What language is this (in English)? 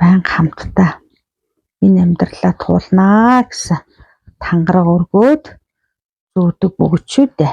Mongolian